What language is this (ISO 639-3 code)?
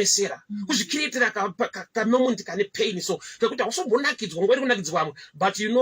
sna